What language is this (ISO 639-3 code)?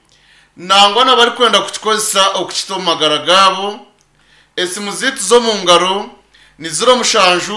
nyn